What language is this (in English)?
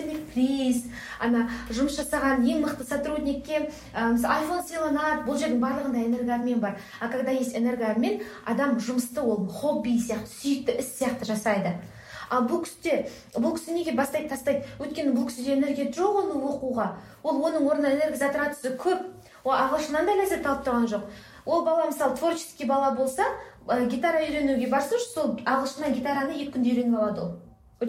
Kazakh